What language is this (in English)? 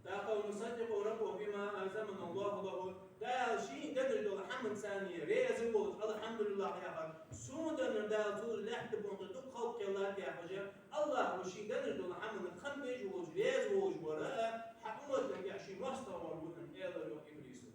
Ingush